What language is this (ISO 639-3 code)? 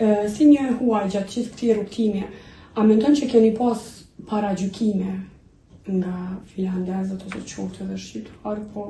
sqi